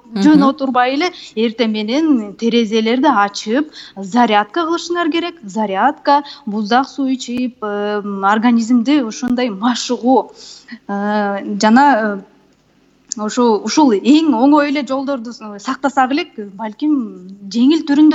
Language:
Kyrgyz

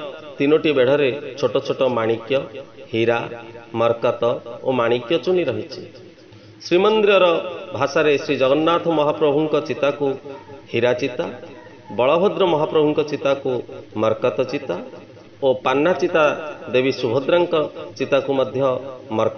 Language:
Odia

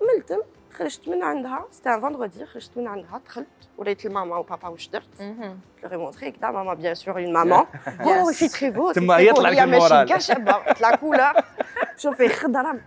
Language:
Algerian Arabic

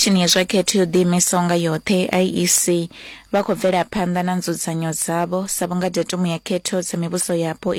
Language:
Venda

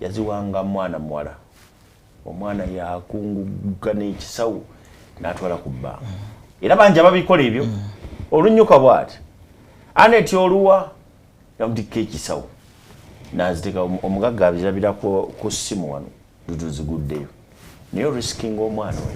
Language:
Ganda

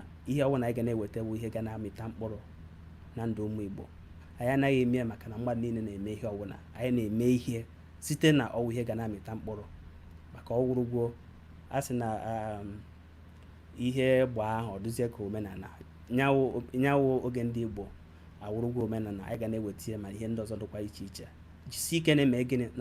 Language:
Igbo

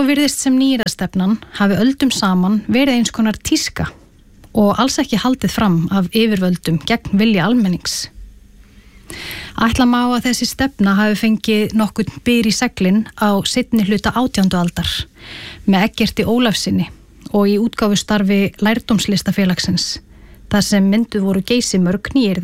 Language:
Icelandic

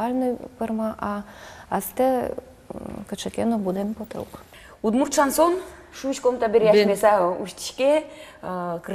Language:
Udmurt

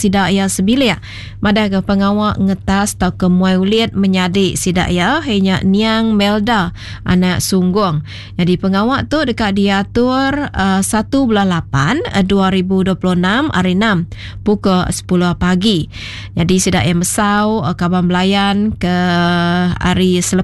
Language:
Iban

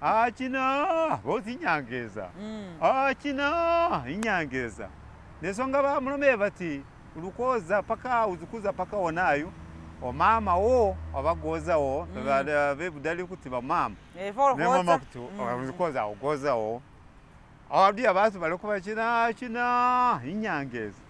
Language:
Masaaba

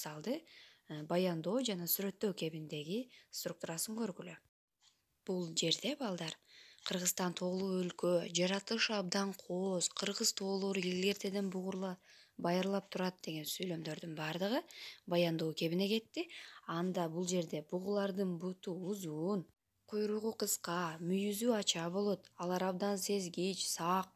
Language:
Kyrgyz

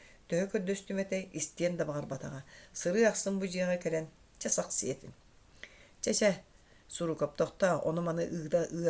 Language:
Yakut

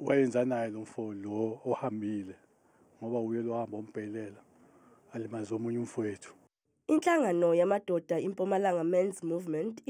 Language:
Zulu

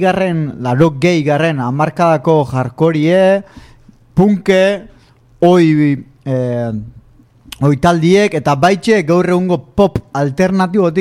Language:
Basque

